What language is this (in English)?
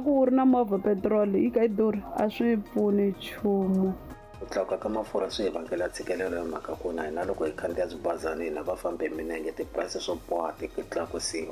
Tsonga